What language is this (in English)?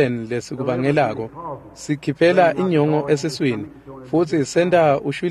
Swati